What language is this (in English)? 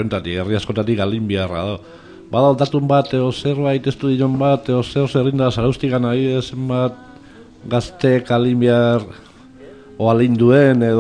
Basque